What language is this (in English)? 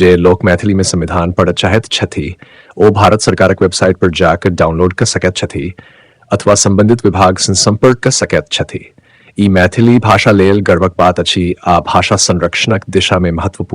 Maithili